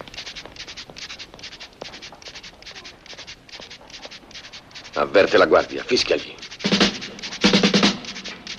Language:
Italian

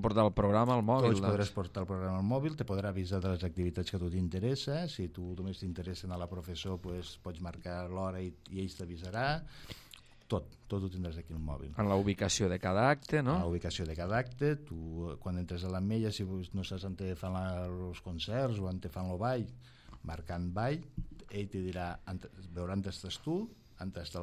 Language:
Catalan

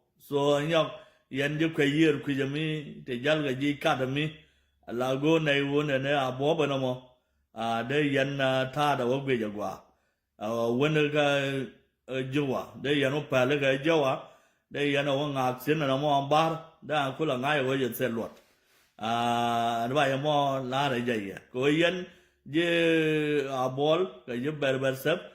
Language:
Nuer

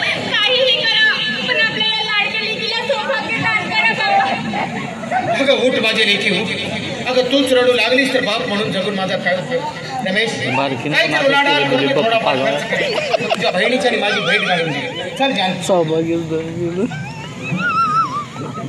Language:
Marathi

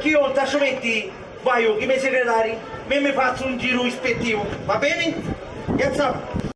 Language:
Sicilian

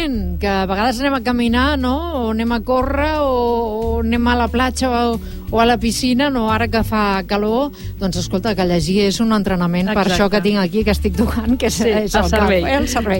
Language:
Catalan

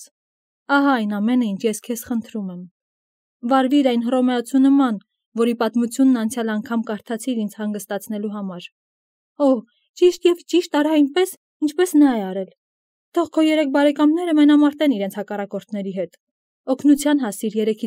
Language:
Armenian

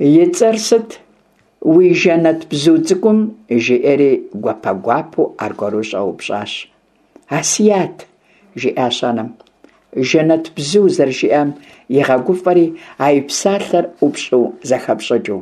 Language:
Kabardian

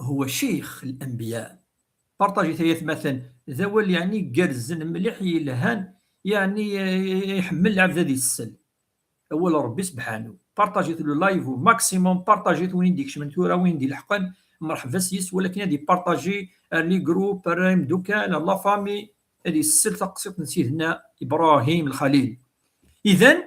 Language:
Kabyle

